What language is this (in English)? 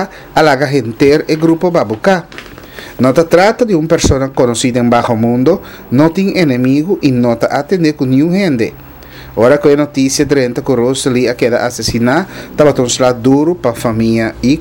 Papiamento